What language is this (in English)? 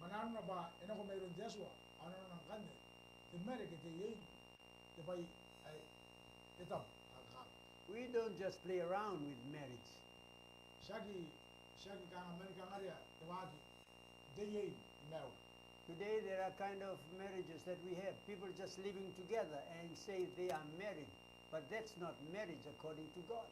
Gilbertese